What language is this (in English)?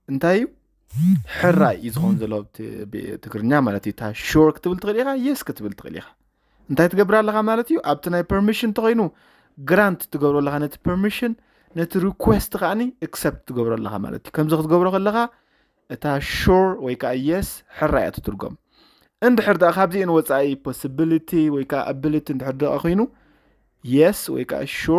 Tigrinya